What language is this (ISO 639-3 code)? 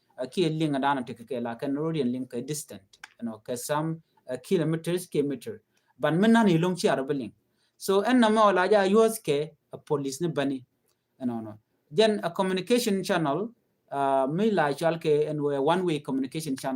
nus